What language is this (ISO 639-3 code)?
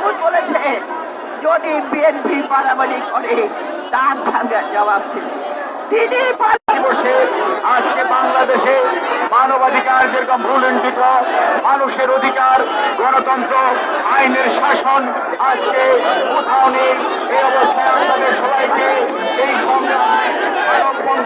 ben